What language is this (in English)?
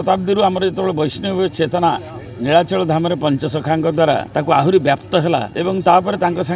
Odia